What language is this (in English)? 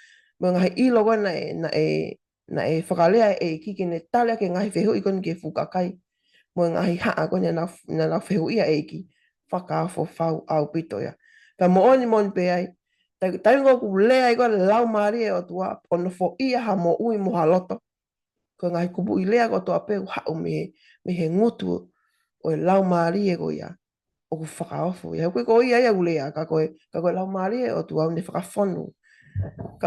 Tongan